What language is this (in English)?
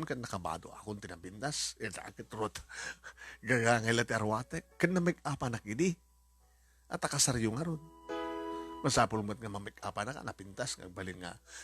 Iloko